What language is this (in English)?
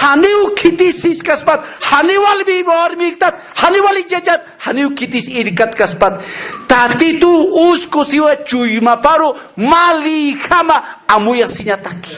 Aymara